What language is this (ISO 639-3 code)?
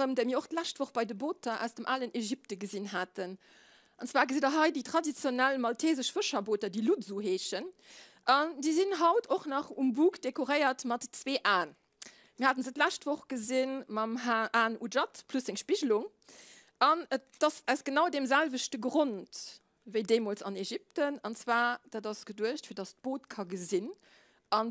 ltz